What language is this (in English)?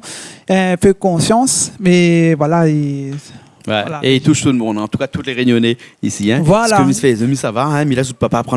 Réunion Creole French